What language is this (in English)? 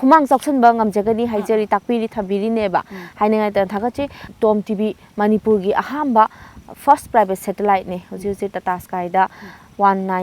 Manipuri